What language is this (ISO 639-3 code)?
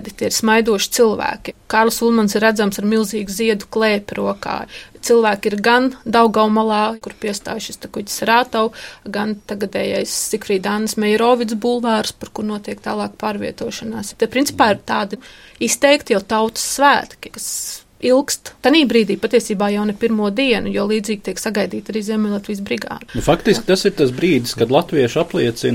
lav